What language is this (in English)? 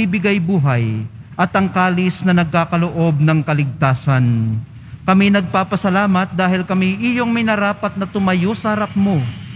Filipino